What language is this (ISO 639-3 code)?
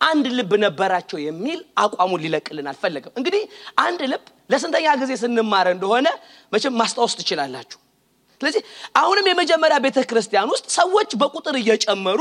amh